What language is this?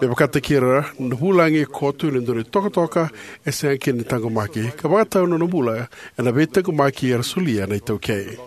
Fijian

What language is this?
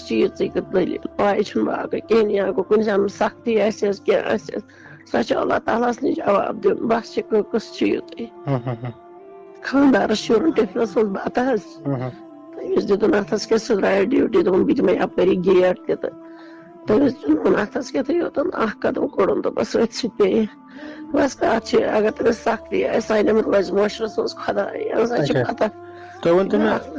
Kashmiri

